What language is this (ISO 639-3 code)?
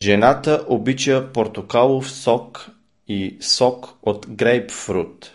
hye